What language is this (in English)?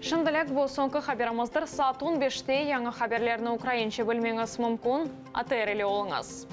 Crimean Tatar